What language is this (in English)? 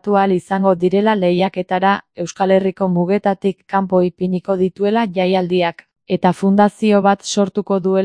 Basque